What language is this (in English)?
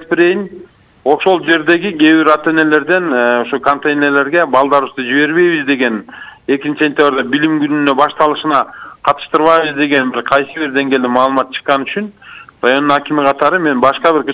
Kyrgyz